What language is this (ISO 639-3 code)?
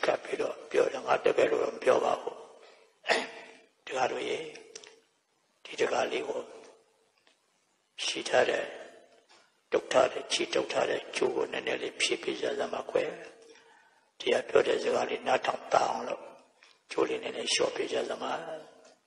mya